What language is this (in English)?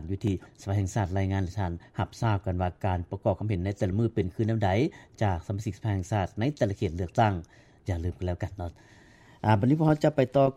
Lao